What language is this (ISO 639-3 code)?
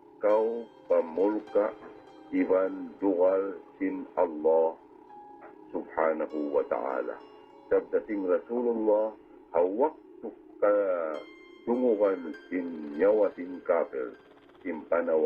tsg